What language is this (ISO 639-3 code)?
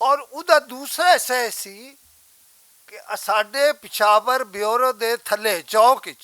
lah